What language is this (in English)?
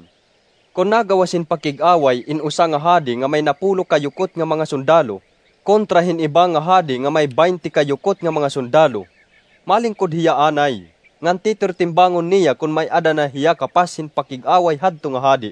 Waray